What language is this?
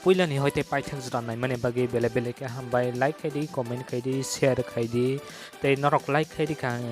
Kok Borok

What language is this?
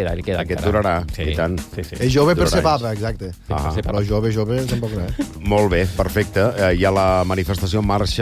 Catalan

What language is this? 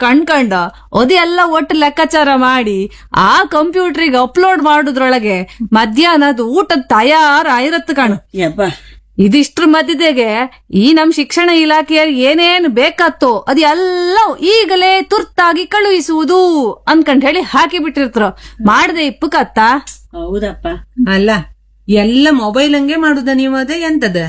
Kannada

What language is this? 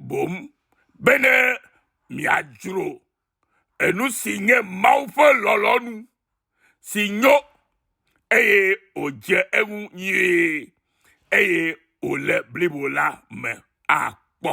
Ewe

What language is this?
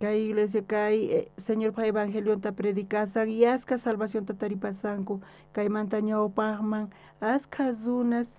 South Bolivian Quechua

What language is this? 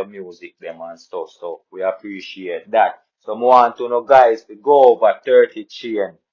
Jamaican Creole English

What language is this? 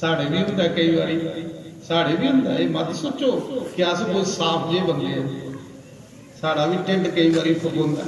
Dogri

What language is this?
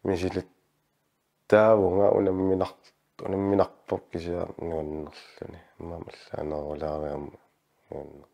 Kalaallisut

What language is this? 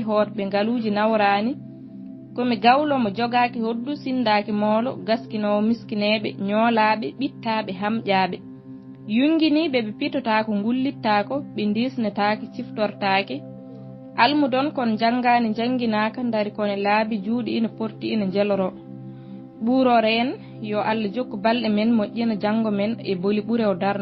Fula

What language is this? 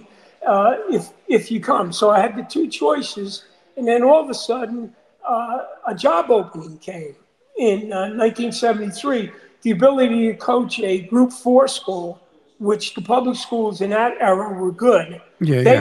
English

